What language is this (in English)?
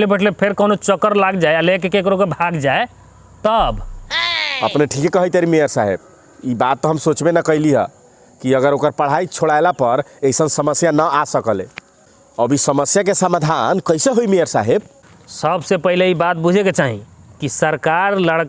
Bhojpuri